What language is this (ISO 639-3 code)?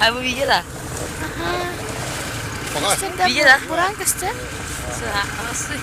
sah